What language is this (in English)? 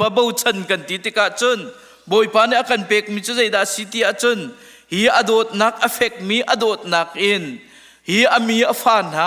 Hakha Chin